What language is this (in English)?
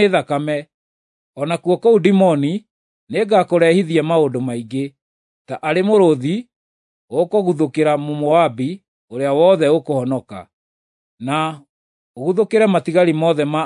Kikuyu